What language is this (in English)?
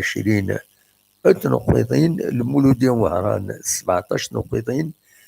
Kabyle